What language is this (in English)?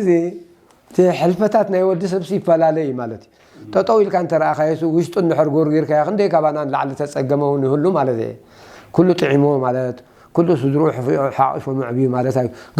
Tigrinya